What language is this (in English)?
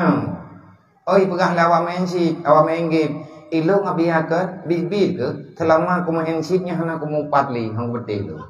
Achinese